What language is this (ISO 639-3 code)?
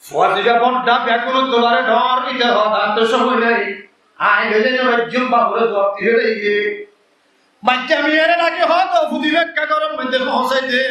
rhg